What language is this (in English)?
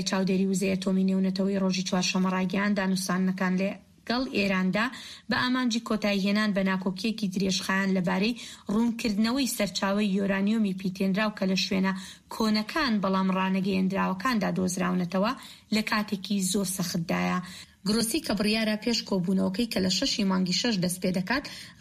Central Kurdish